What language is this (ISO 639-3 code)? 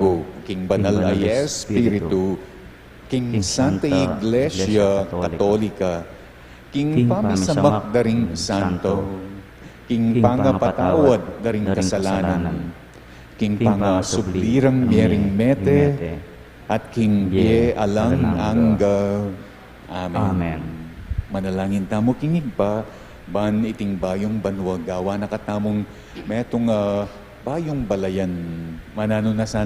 pam